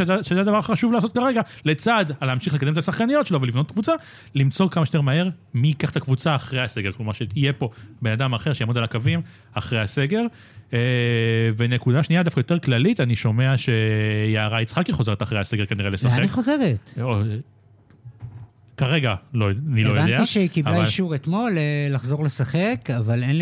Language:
Hebrew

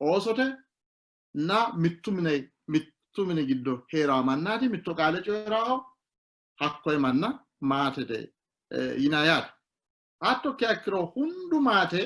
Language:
Sidamo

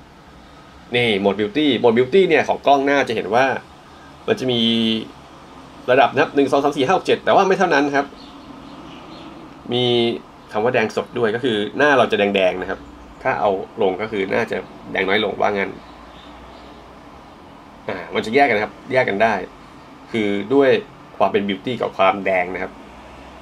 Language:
Thai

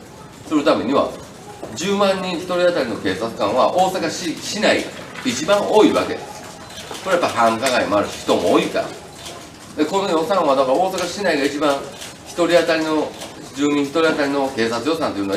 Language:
Japanese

